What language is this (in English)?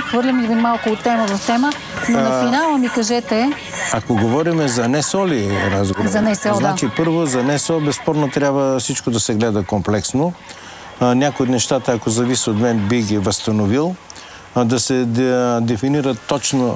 Bulgarian